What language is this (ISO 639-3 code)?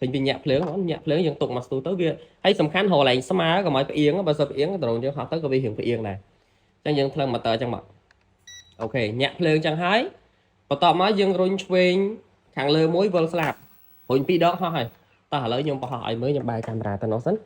khm